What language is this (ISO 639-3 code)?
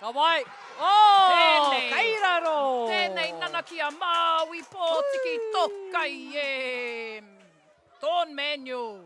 mri